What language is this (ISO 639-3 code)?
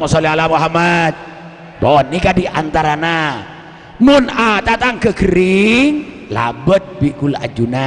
mad